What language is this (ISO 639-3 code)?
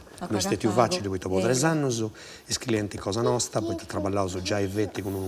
srd